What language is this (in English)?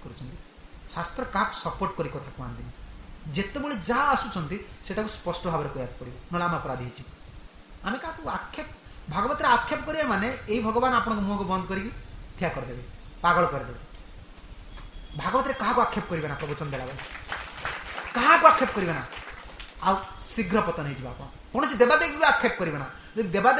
Odia